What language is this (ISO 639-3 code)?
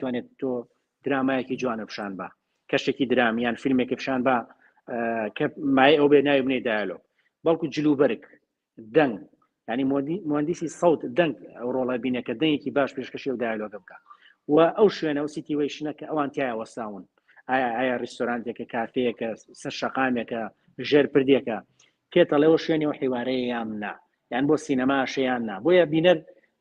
ckb